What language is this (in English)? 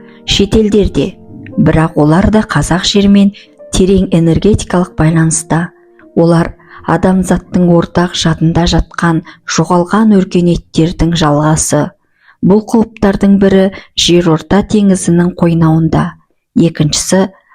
Kazakh